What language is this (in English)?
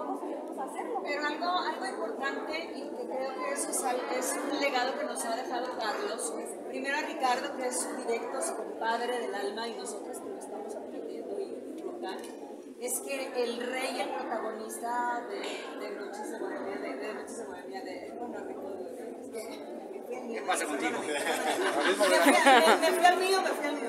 Spanish